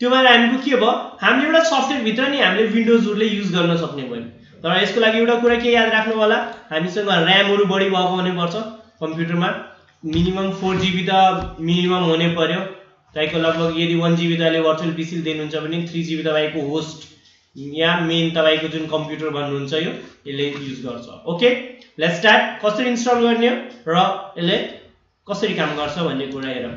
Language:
Nepali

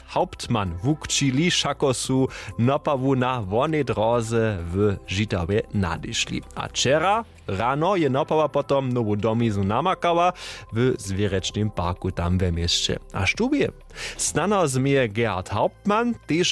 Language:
Upper Sorbian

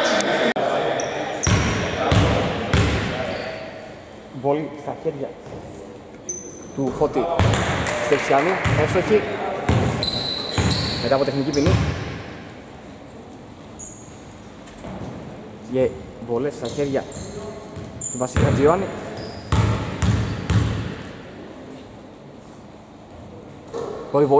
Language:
Greek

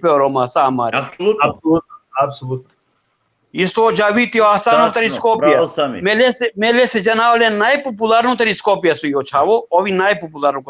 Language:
Balkan Romani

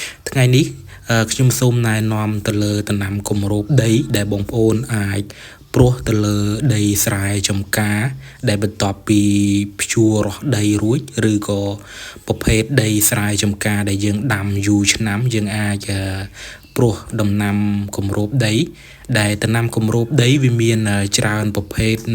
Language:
Khmer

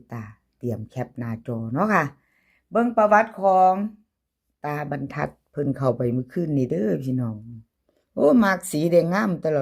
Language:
Northeastern Thai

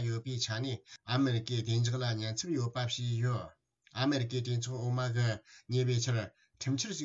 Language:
Tibetan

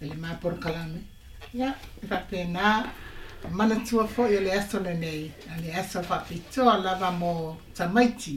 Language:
Samoan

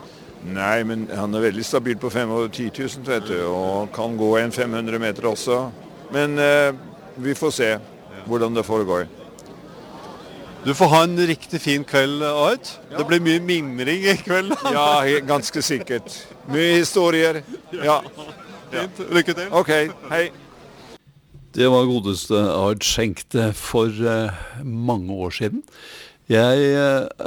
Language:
Norwegian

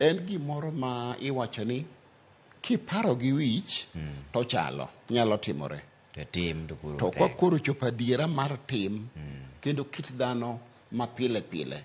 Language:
Luo (Kenya and Tanzania)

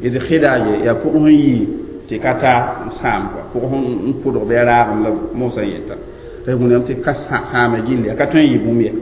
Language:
Mossi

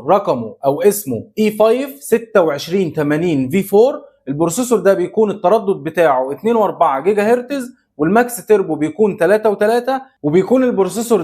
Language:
Egyptian Arabic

